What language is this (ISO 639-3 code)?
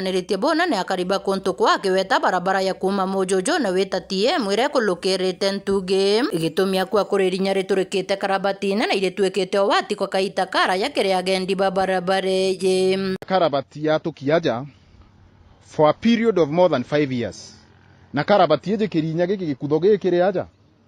mer